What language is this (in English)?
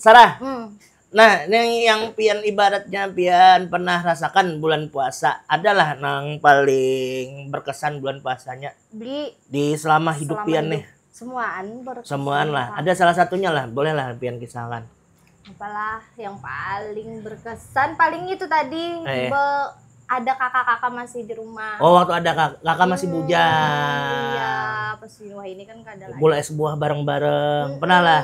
Banjar